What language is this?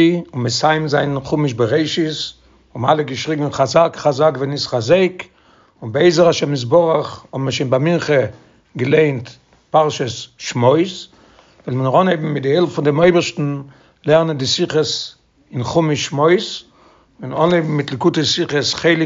Yiddish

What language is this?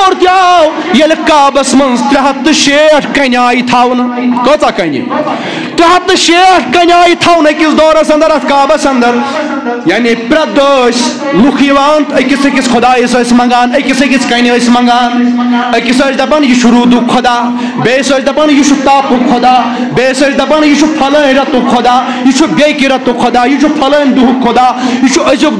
Kashmiri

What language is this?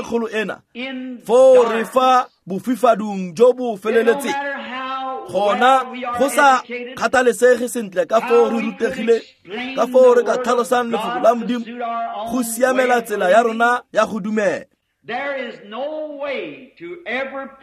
Tswana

